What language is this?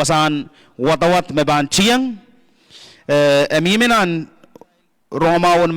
Pohnpeian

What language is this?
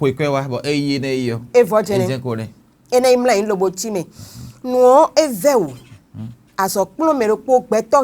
Fon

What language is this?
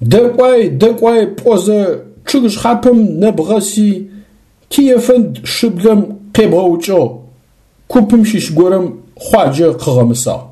Adyghe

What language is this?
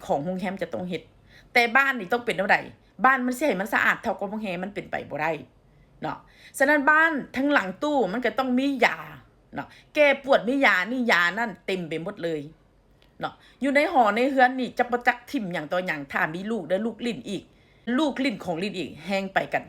Lao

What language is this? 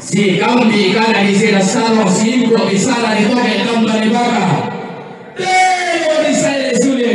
Toraja-Sa'dan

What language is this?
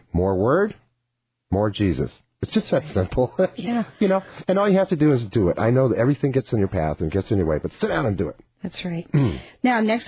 English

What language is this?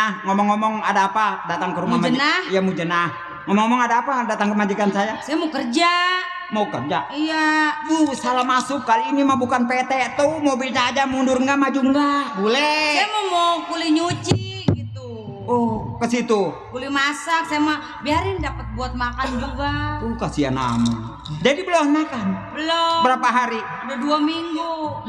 Betawi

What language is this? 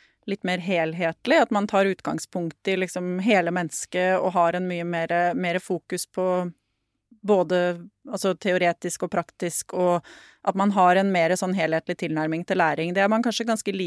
Norwegian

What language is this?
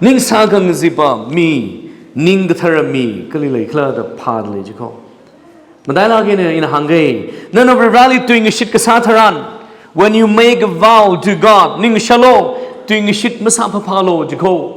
Tangkhul Naga (India)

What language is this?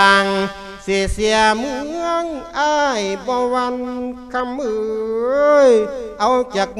Lao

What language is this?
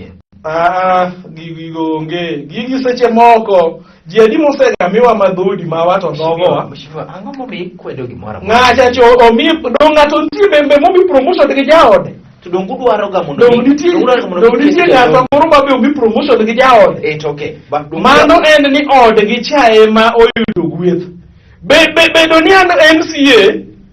Luo (Kenya and Tanzania)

